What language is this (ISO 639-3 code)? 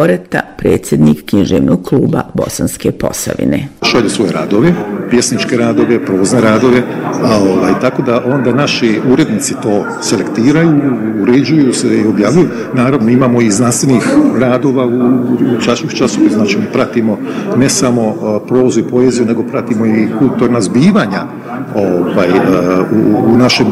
bos